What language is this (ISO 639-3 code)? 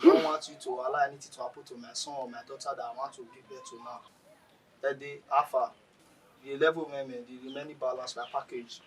bin